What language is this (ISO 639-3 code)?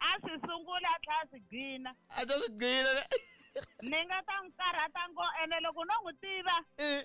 tso